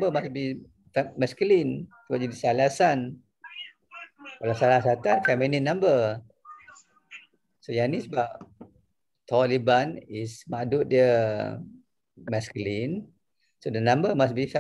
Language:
Malay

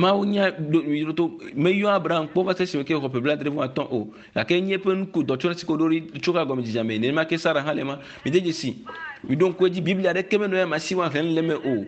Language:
Ewe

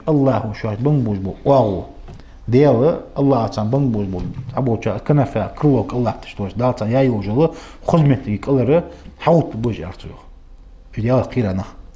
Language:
Ingush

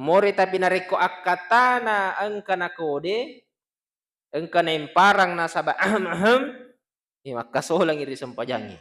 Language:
Buginese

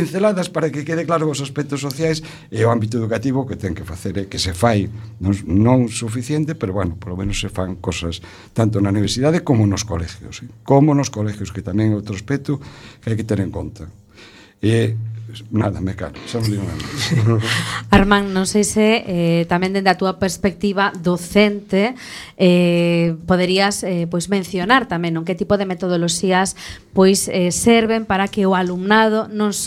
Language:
Galician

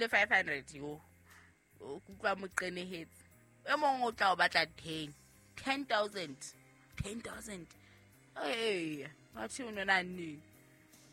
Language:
Southern Sotho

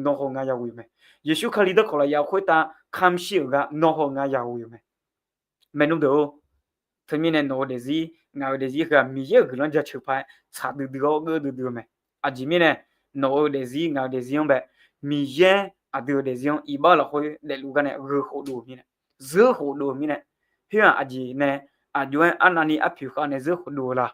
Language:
Akha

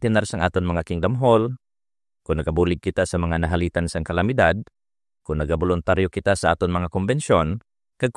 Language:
Hiligaynon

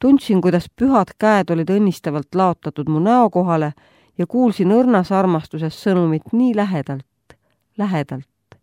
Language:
Estonian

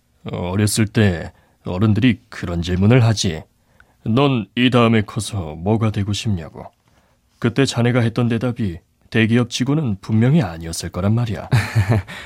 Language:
Korean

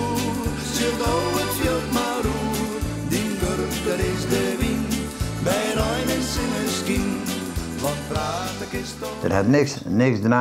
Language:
Western Frisian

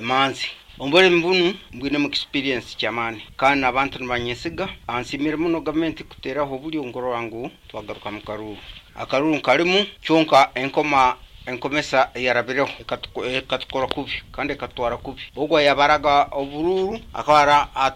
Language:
Nyoro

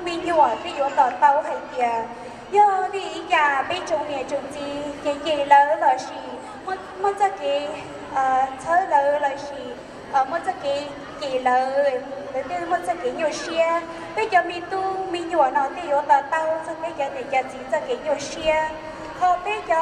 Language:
Hmong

